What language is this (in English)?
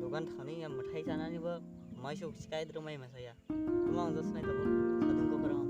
Kok Borok